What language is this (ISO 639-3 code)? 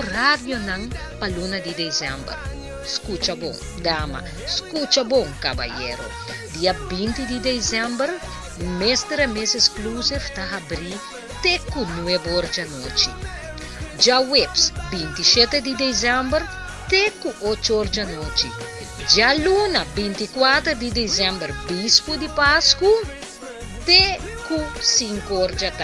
pap